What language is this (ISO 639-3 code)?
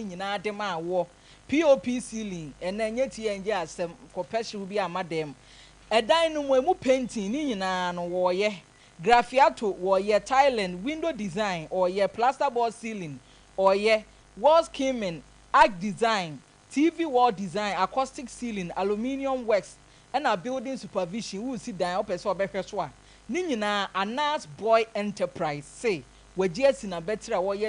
aka